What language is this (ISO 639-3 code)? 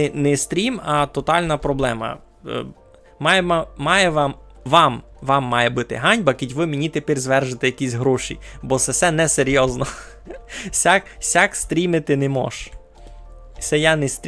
rue